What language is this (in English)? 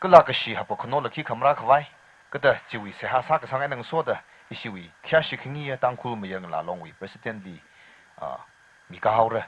Tangkhul Naga (India)